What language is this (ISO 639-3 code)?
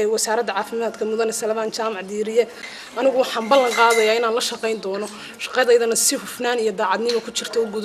som